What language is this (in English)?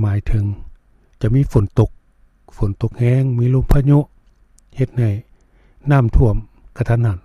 Lao